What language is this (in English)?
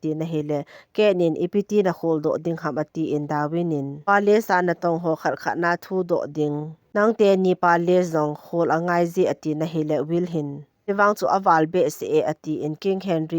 Thado Chin